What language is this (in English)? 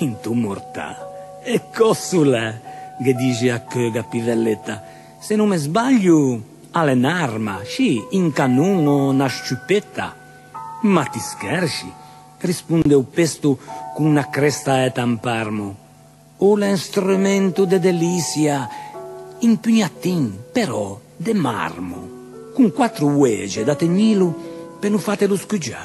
Ligurian